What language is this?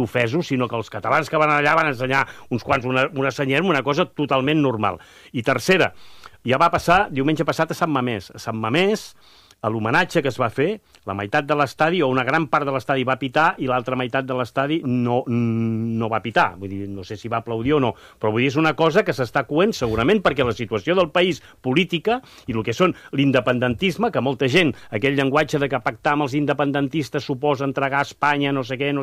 Catalan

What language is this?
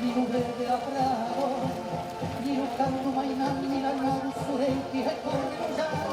Occitan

